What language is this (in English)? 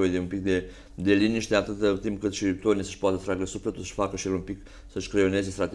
Romanian